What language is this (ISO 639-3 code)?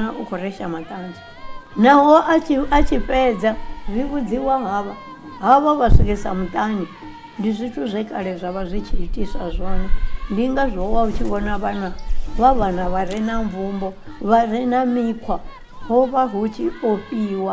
ven